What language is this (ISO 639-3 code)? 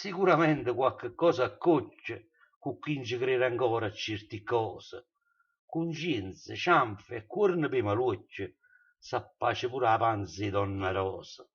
nap